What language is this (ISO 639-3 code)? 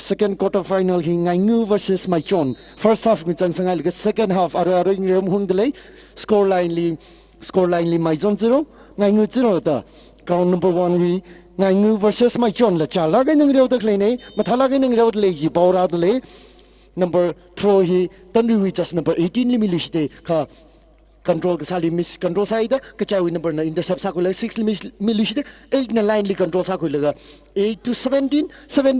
nmf